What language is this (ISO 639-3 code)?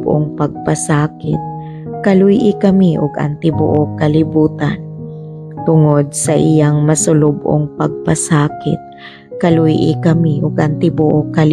ceb